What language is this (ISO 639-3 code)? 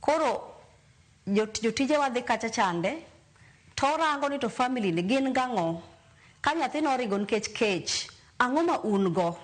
luo